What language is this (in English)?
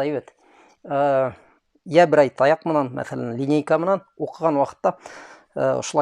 Bashkir